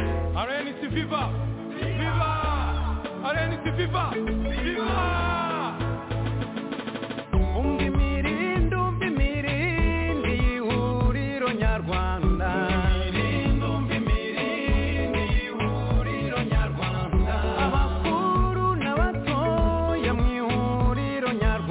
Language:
Kinyarwanda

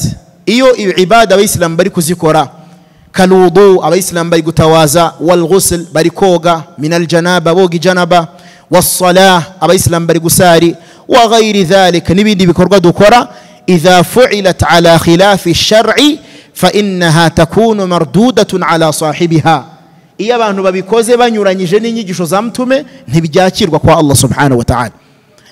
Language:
Kinyarwanda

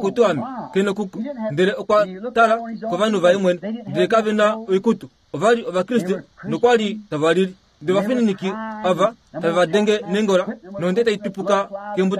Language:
Kuanyama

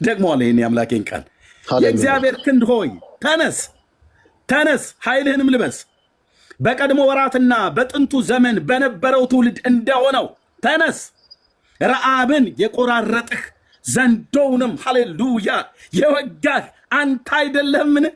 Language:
Amharic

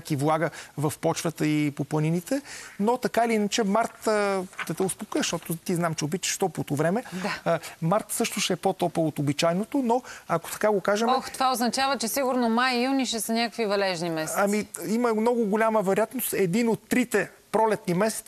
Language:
Bulgarian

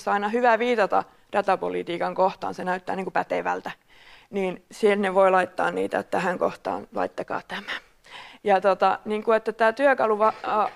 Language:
Finnish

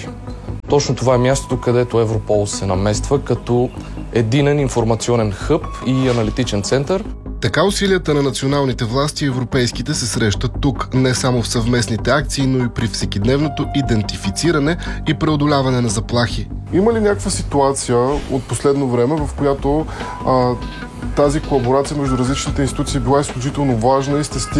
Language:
Bulgarian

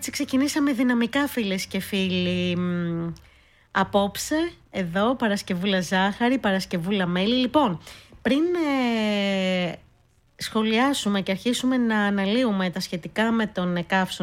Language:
Greek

